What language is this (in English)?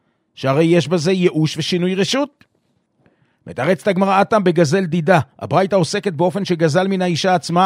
Hebrew